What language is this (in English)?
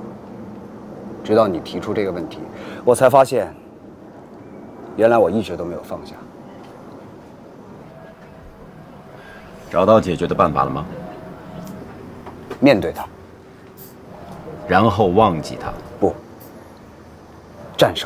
Chinese